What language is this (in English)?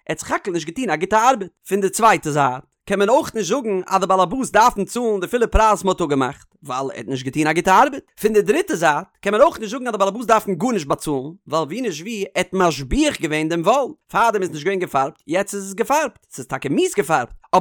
Yiddish